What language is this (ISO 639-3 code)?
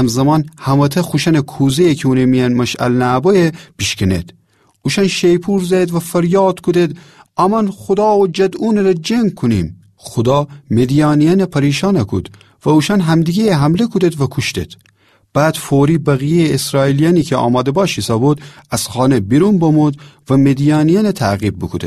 glk